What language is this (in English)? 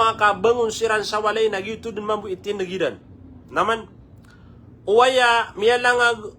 Maranao